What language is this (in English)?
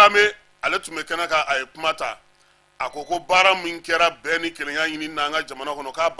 Bambara